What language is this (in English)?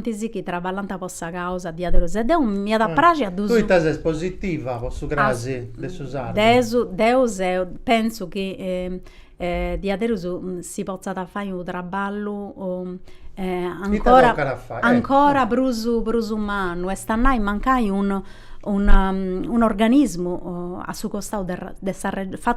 Sardinian